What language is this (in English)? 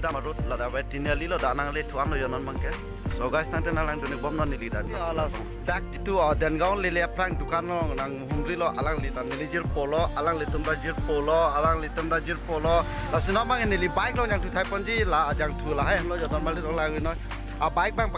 Karbi